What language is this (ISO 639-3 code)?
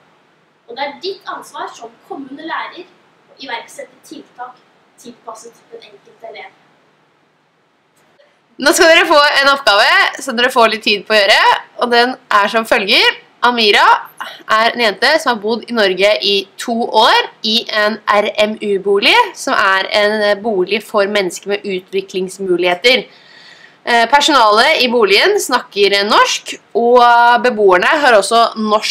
nor